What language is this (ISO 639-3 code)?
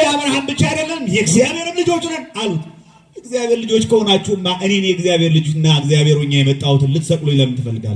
amh